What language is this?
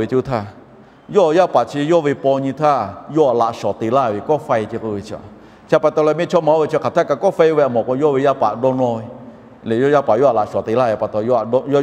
Lahu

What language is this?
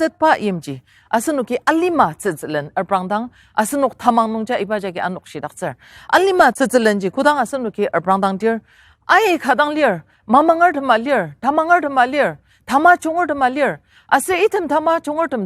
Ao Naga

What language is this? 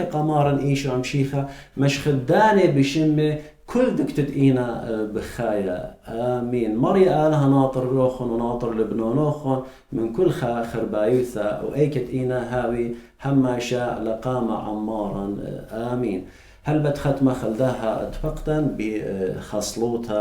Assyrian Neo-Aramaic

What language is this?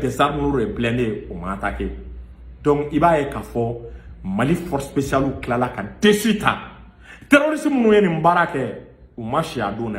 Bambara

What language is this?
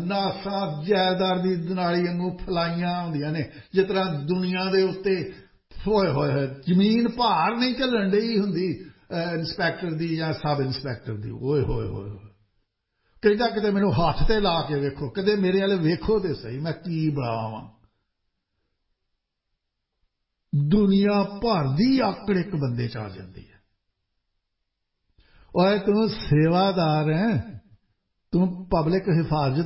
Punjabi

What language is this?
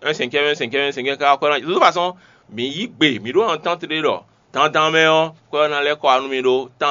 Fon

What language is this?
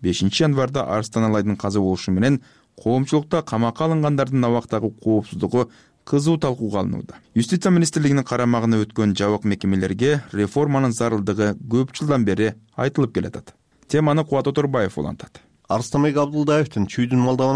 Kyrgyz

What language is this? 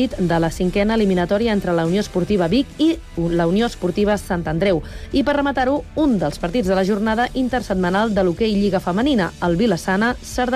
Catalan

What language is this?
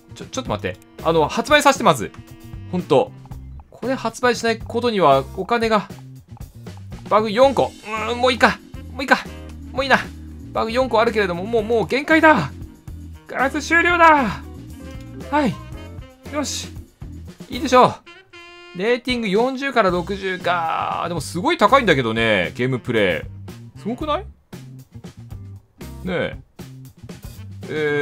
Japanese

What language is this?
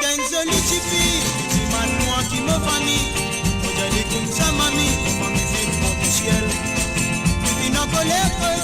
Morisyen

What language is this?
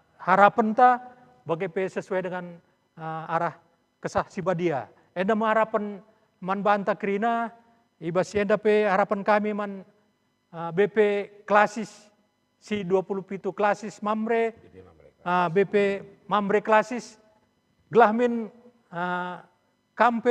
Batak Karo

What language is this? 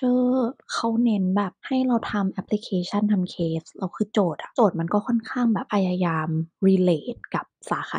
Thai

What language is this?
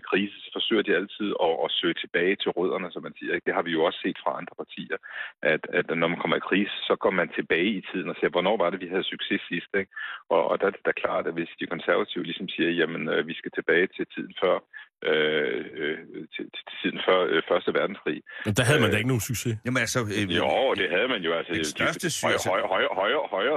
Danish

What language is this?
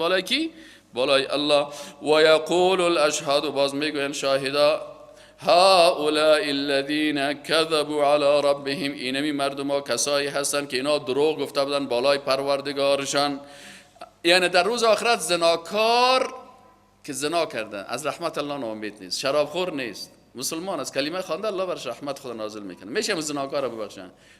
Persian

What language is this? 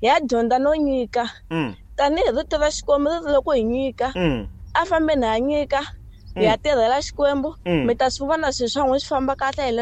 Tsonga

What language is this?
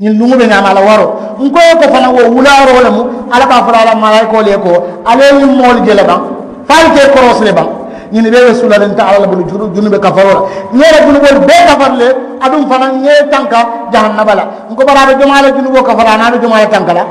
Mandingo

